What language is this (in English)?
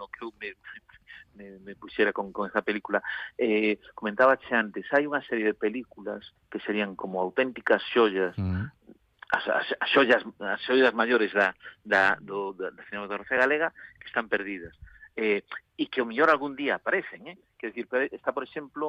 Galician